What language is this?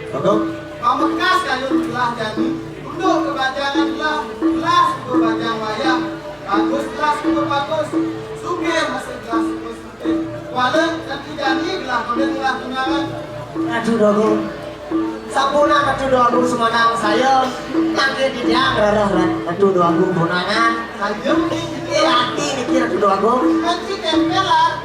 Balinese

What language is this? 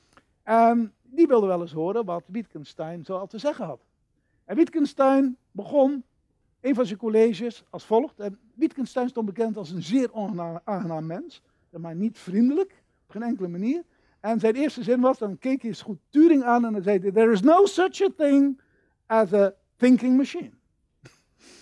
Dutch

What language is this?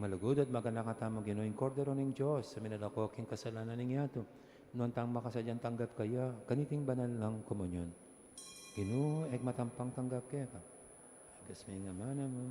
Pampanga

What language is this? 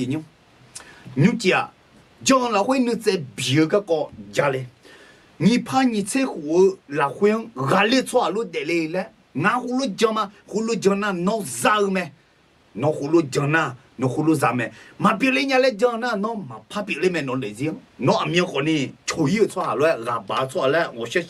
Akha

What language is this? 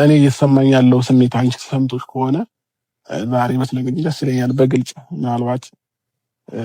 Amharic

